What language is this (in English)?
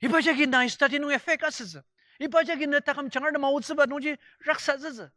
Ao Naga